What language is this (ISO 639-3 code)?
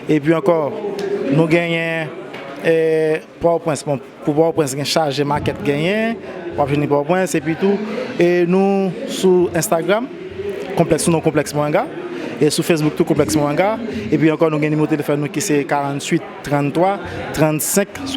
hat